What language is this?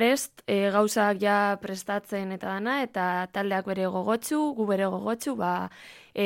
Basque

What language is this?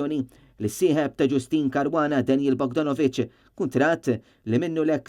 Maltese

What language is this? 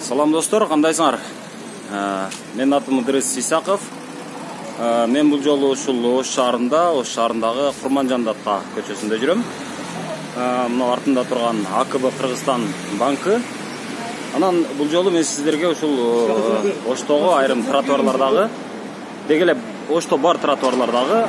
Kyrgyz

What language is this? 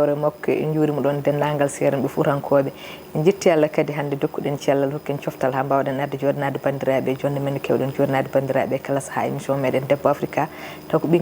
Fula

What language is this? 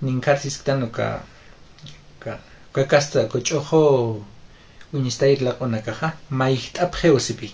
Aymara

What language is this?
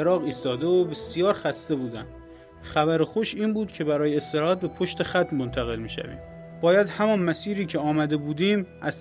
Persian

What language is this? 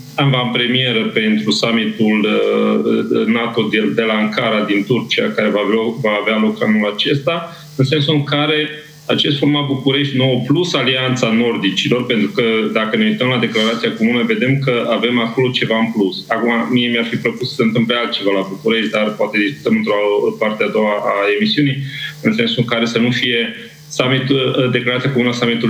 Romanian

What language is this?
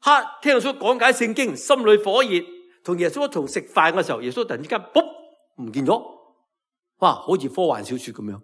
Cantonese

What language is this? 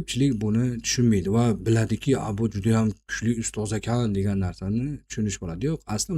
Uzbek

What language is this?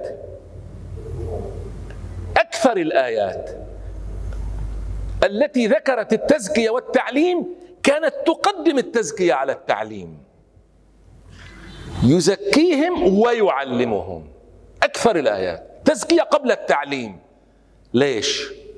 Arabic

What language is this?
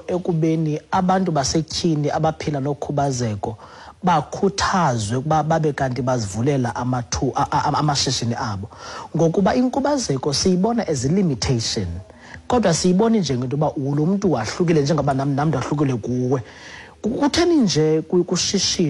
Xhosa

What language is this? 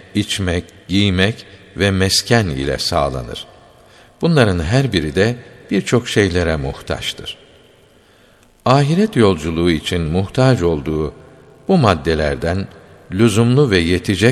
Turkish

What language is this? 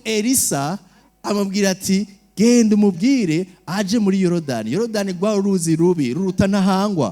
Rundi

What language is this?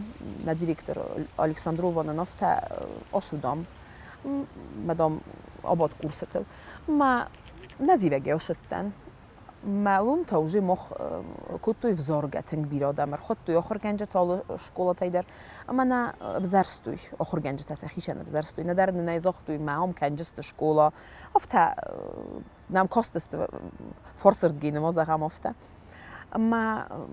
Ossetic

